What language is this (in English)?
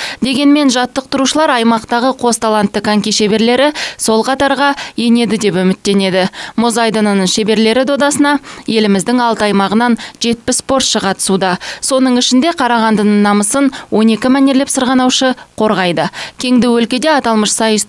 Kazakh